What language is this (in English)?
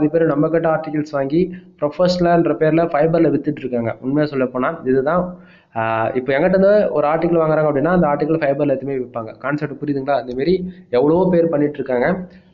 Tamil